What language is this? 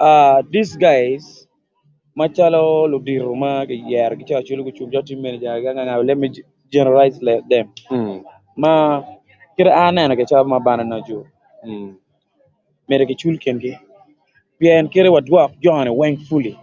Acoli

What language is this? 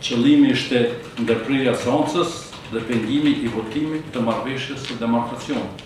Albanian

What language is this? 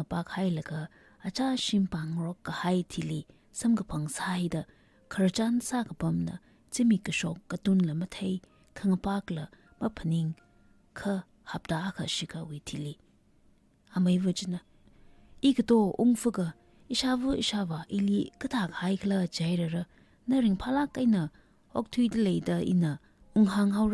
Tangkhul Naga (India)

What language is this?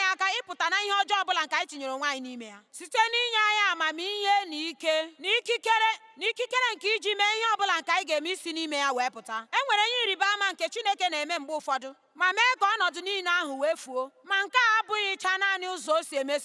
Igbo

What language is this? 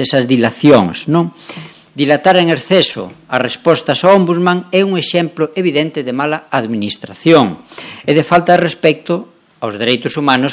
Galician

